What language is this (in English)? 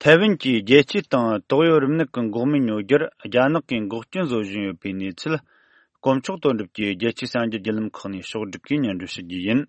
Tibetan